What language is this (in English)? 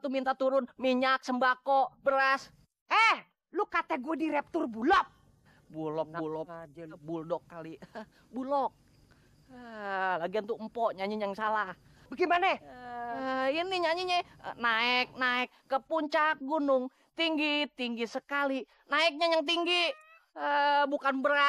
Betawi